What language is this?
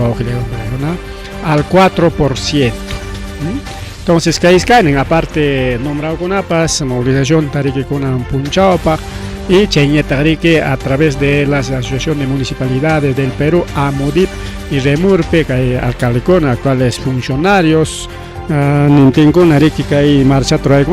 Ayacucho Quechua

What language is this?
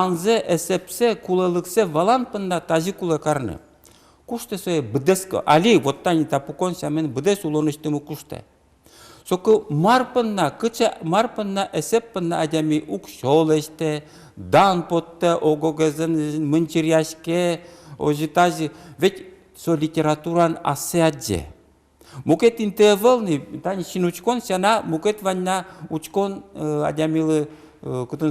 Udmurt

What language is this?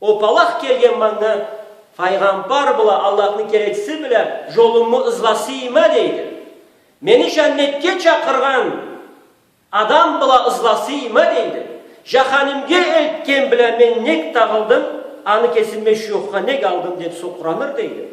Karachay-Balkar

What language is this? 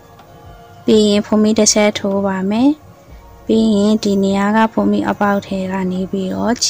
Burmese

